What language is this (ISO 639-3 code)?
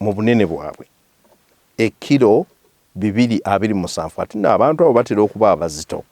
lug